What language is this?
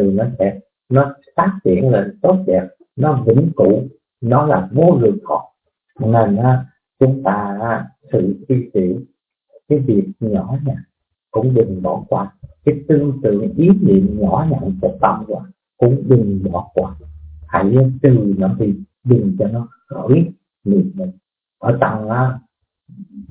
Vietnamese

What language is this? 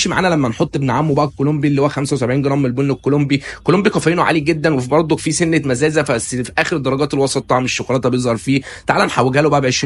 Egyptian Arabic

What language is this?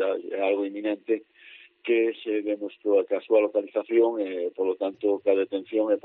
Galician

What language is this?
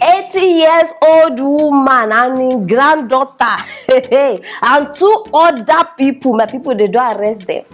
Nigerian Pidgin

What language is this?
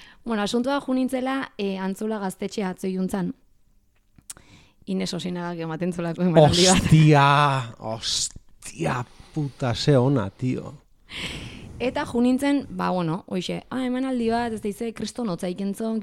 Basque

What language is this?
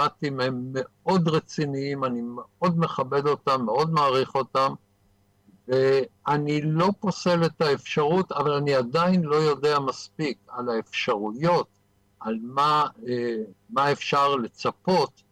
Hebrew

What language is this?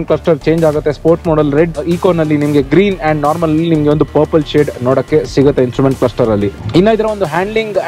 Kannada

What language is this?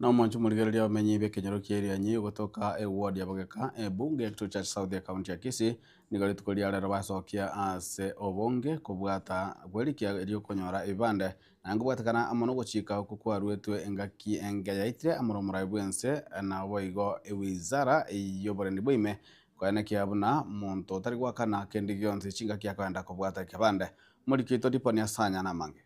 Gusii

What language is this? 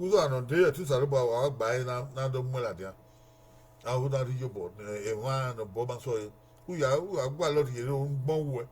Bini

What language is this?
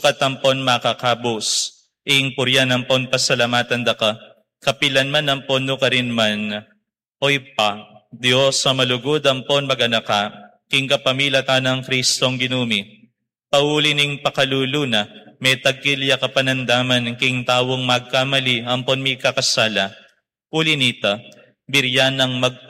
Pampanga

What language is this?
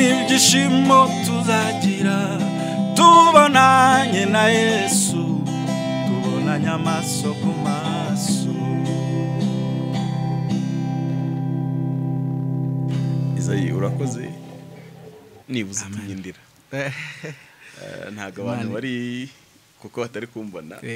Kinyarwanda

